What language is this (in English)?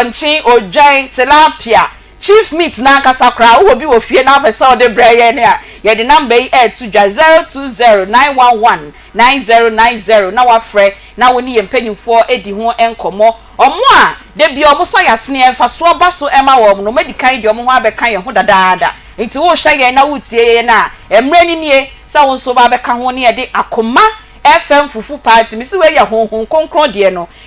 Akan